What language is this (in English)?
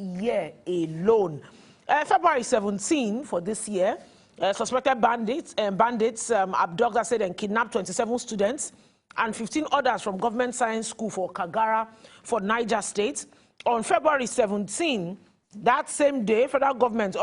Nigerian Pidgin